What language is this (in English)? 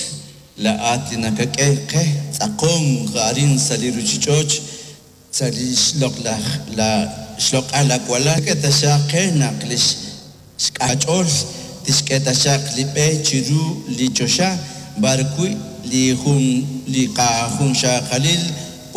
Kekchí